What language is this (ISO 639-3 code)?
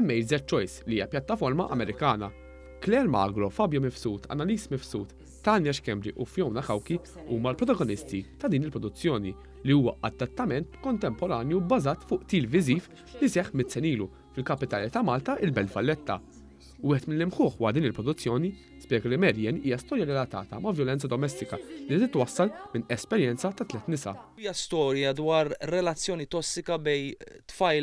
mlt